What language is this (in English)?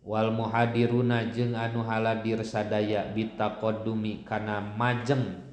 Sundanese